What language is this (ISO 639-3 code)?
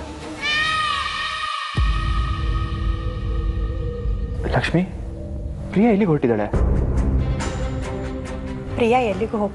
kan